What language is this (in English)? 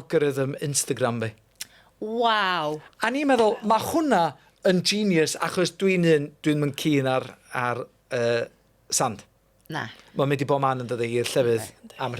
Welsh